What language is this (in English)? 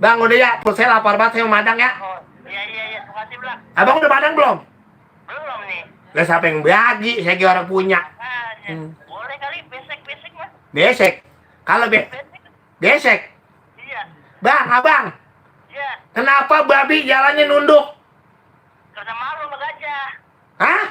Betawi